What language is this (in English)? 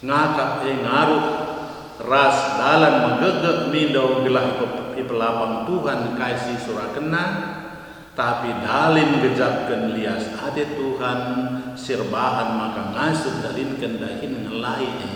Batak Karo